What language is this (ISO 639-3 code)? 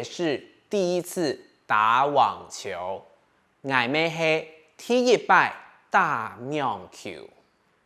hak